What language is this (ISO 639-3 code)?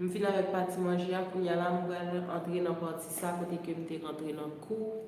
hat